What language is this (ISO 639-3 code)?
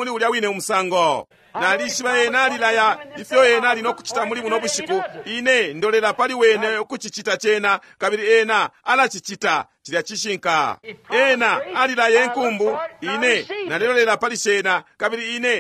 bem